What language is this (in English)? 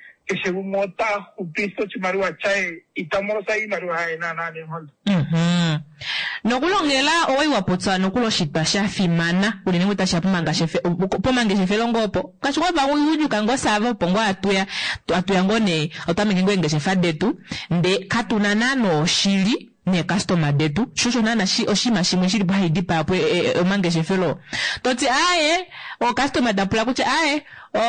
Kuanyama